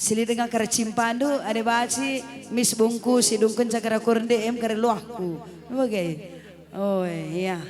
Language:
Batak Karo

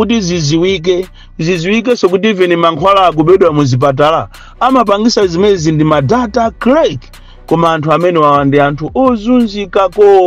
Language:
Nyanja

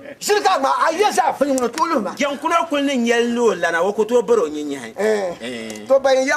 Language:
Dagbani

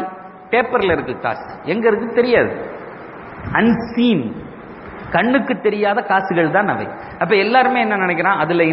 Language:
Tamil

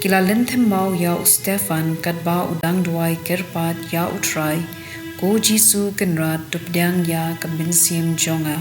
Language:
Khasi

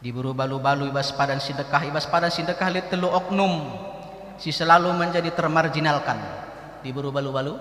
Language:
Batak Karo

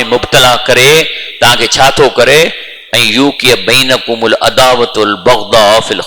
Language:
Sindhi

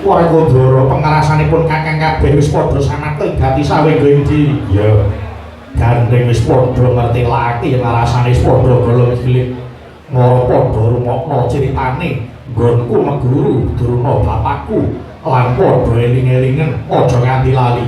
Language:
Javanese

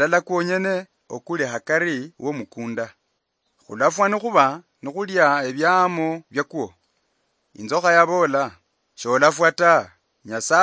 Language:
Luyia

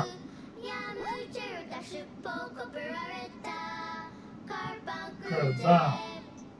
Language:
Portuguese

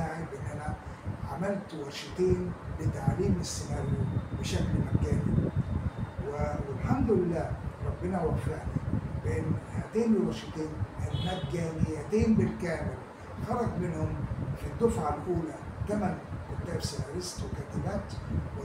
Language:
Egyptian Arabic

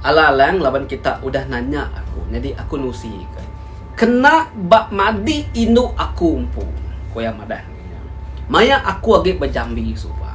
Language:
Iban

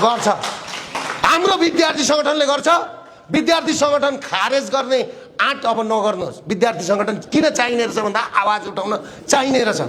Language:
Nepali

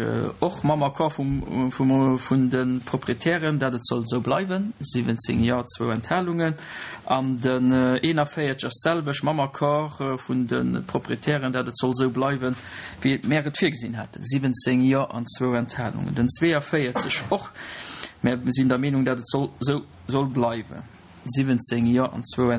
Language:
Luxembourgish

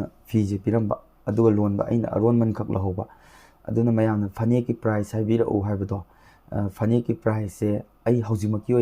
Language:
Manipuri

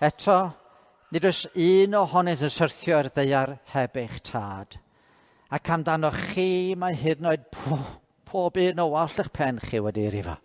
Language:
Welsh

